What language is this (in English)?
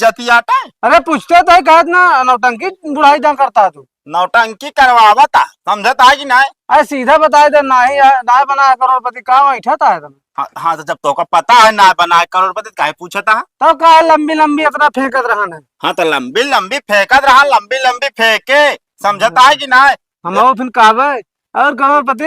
Awadhi